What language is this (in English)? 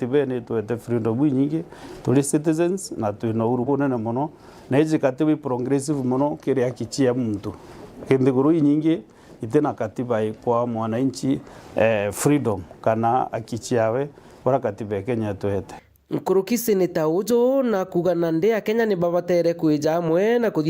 Meru